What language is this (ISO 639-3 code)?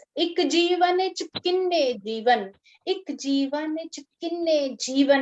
doi